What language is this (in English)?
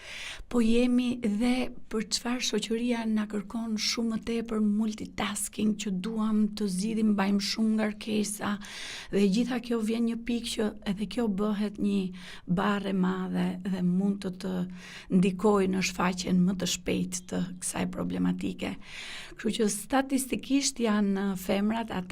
Albanian